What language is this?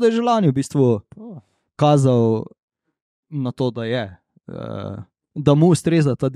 Slovenian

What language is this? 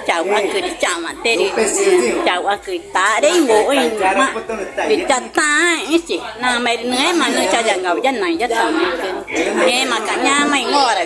Ticuna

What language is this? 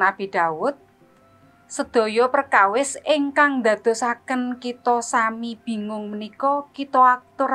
Javanese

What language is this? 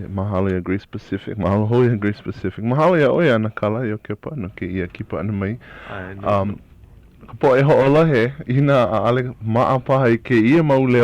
Hawaiian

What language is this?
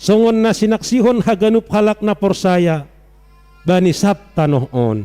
Batak Simalungun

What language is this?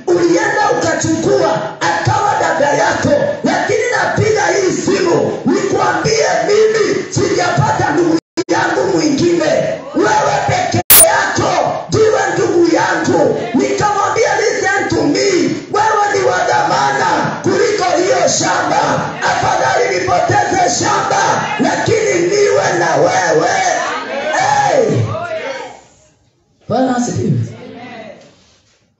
Swahili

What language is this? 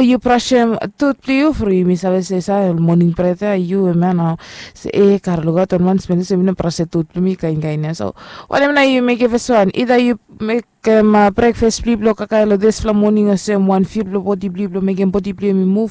Bislama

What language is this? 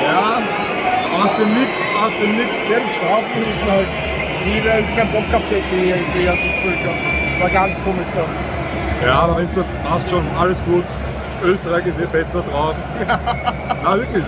Bavarian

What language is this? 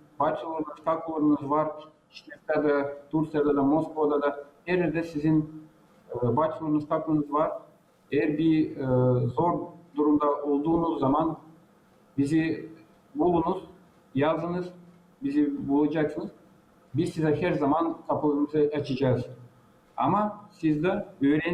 Gagauz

